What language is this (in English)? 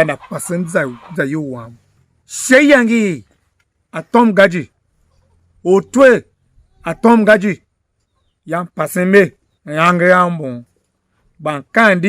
Tiv